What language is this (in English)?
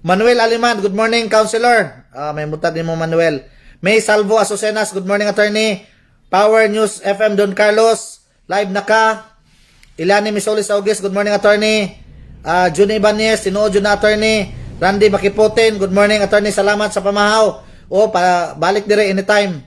Cebuano